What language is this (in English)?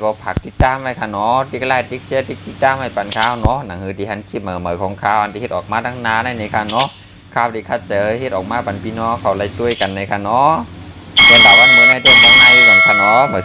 Shan